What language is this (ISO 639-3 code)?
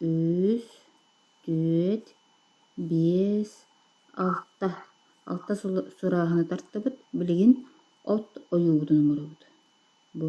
sah